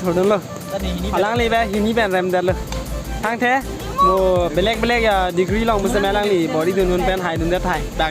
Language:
Karbi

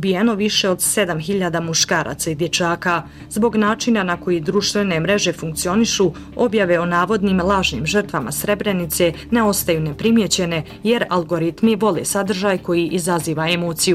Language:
Bosnian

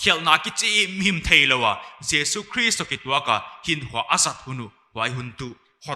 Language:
Paite Chin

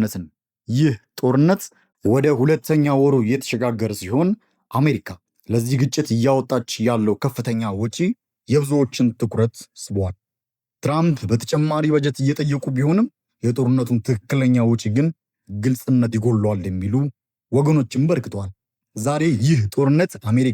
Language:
Amharic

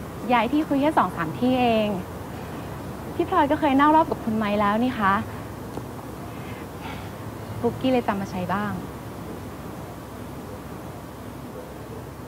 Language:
Thai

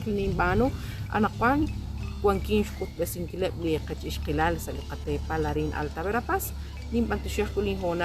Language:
Kekchí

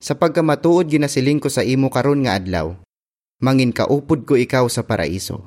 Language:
Hiligaynon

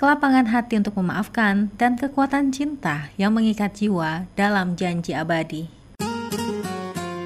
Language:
Indonesian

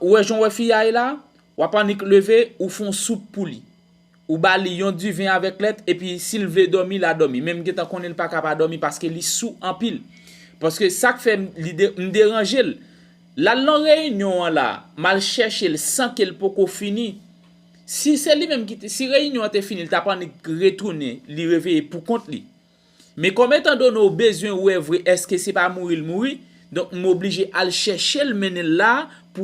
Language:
Haitian Creole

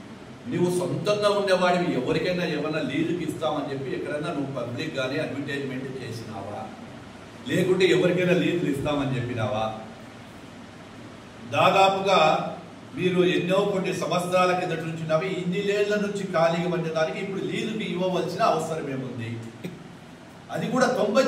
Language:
Telugu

